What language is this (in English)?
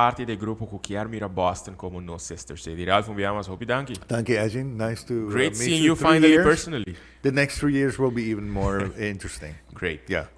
Papiamento